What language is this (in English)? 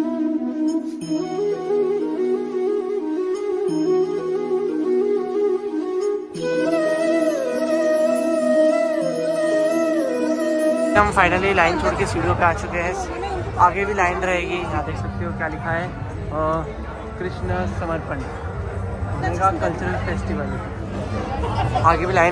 Hindi